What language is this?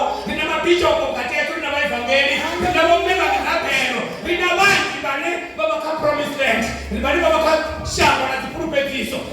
Venda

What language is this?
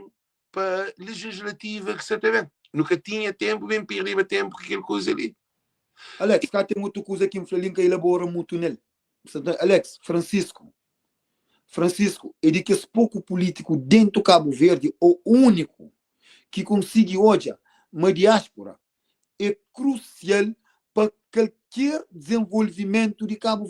Kabuverdianu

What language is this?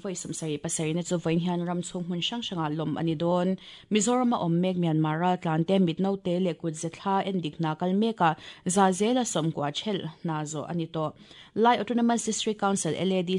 Mizo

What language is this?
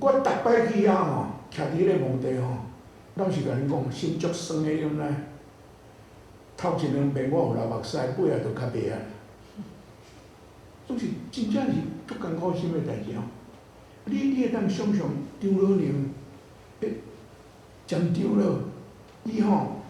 Min Nan Chinese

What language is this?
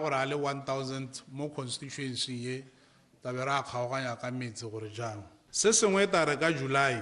Tswana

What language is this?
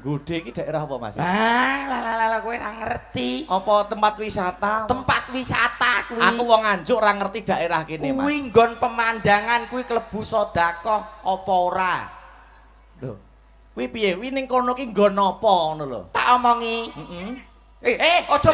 Javanese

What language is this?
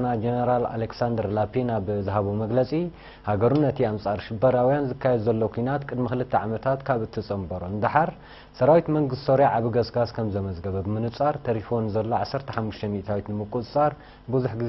Tigrinya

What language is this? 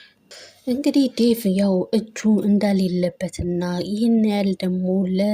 Amharic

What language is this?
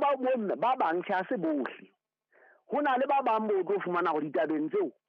Southern Sotho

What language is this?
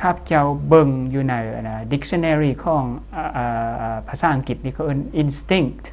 Lao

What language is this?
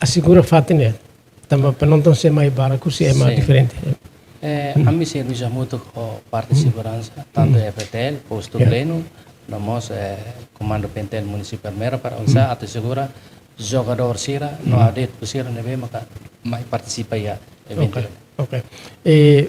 Tetum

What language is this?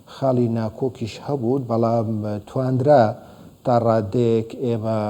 Central Kurdish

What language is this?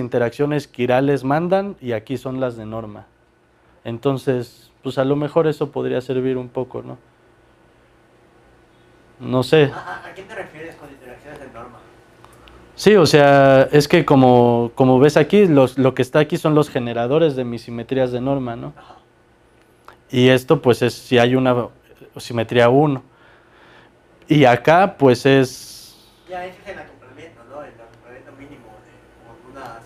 Spanish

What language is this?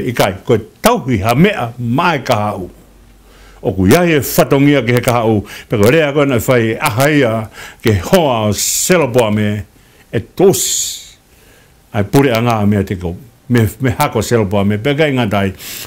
Tongan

